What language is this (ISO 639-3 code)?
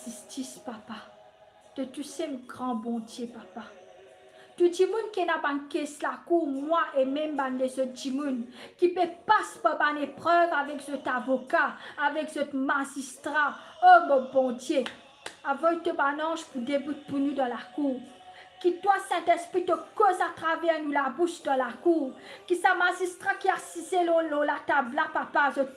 mfe